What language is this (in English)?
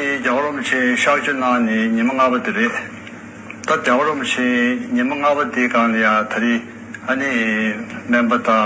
Tibetan